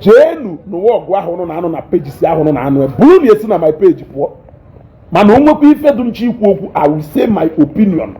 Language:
Igbo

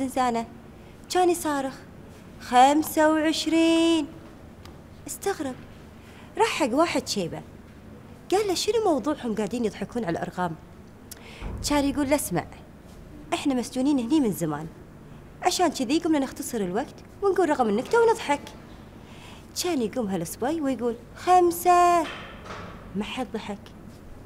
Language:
Gulf Arabic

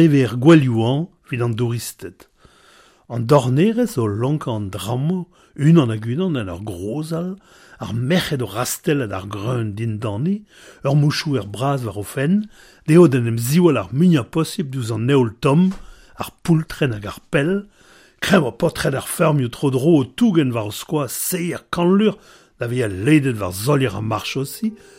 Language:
Breton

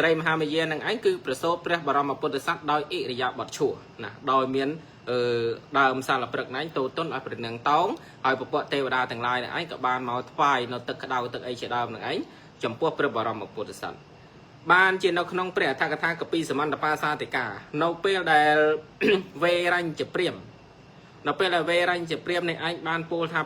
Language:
Khmer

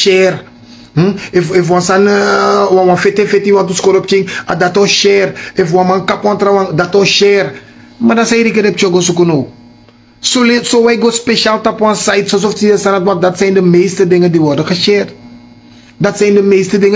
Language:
Sranan Tongo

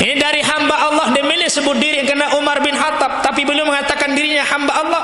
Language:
Sasak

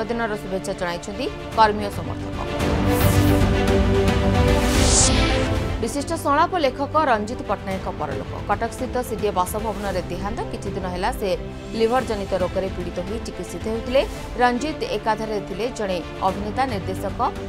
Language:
Odia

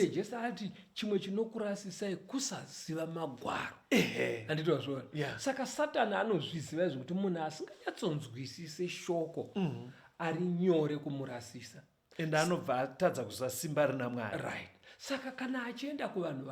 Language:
Shona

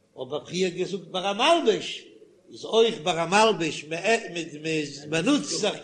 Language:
Yiddish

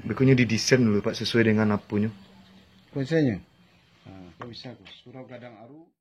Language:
Minangkabau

